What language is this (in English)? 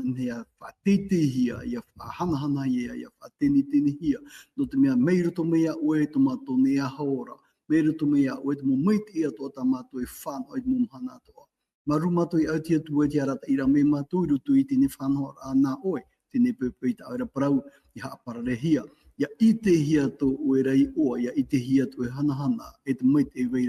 Tahitian